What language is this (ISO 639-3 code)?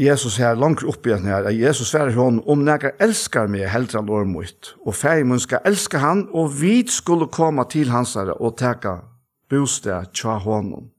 fao